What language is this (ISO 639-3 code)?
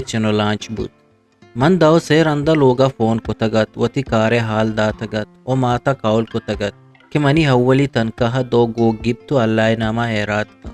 bgp